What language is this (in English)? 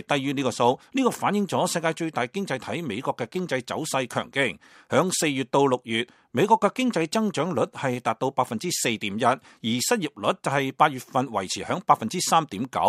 Cantonese